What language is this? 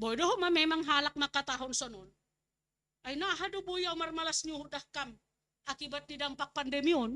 Batak Simalungun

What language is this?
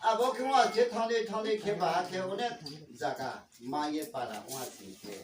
Riang (India)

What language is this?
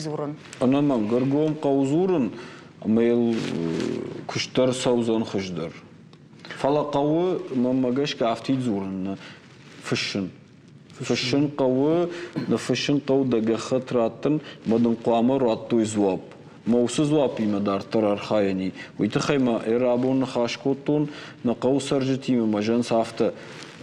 Ossetic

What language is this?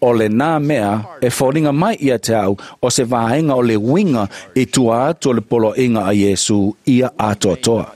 Samoan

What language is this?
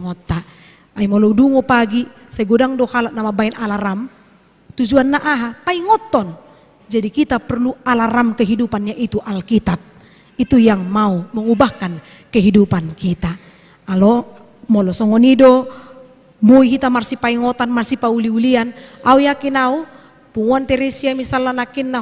Batak Toba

